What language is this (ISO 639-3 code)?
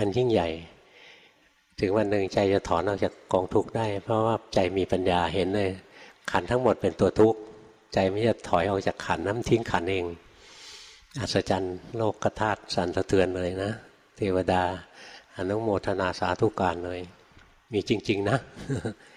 tha